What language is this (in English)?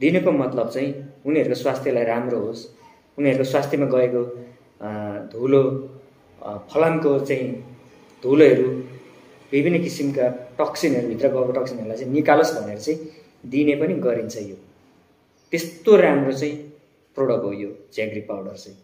Nepali